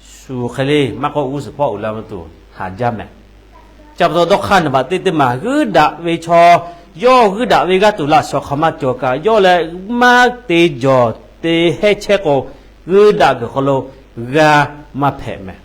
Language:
Lahu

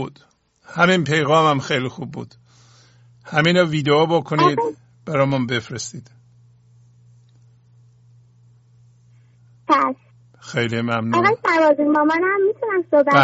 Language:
Persian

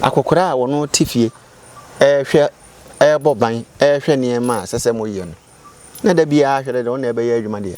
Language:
Akan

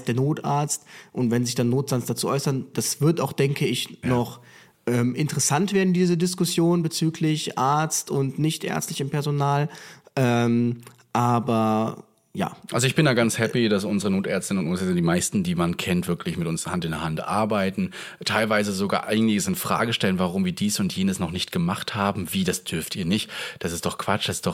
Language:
German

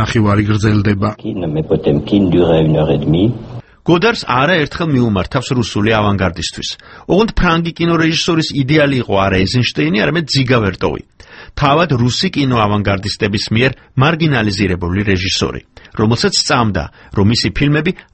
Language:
Georgian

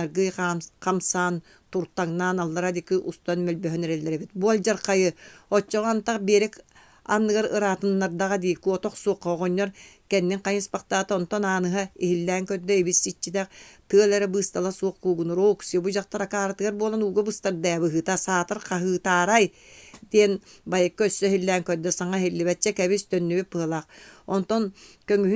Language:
Yakut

